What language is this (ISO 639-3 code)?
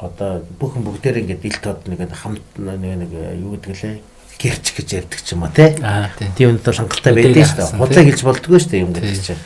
mon